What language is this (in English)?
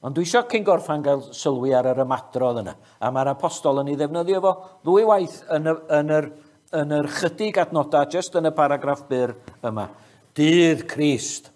Welsh